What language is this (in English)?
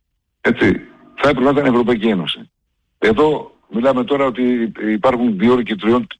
Greek